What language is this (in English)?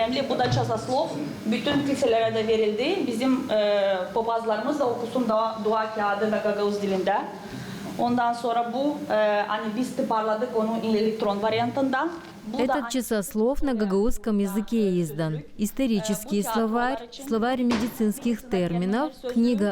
Gagauz